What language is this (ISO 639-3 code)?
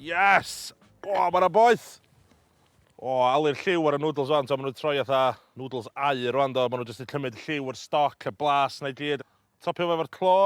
cym